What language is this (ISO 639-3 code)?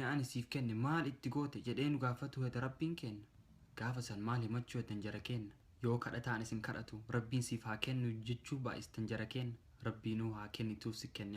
orm